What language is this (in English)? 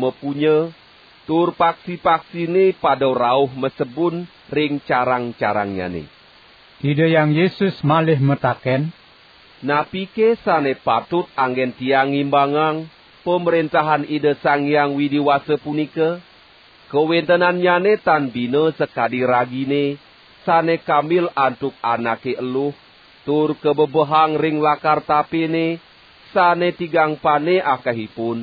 Balinese